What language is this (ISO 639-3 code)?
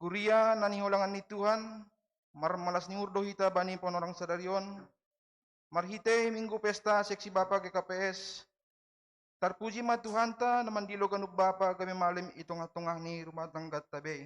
bts